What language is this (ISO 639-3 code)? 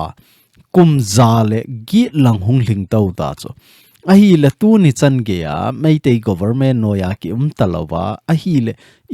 tcz